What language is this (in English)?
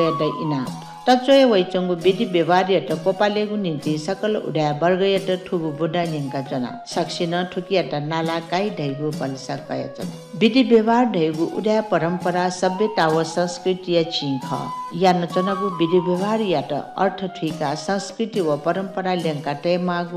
Newari